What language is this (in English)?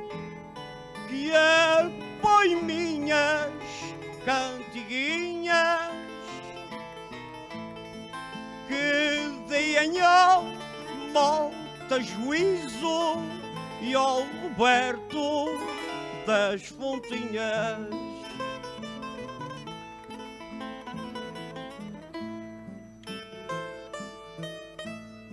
Portuguese